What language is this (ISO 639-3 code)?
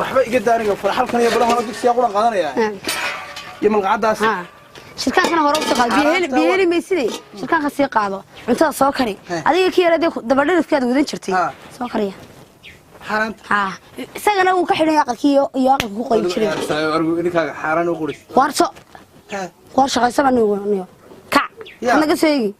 som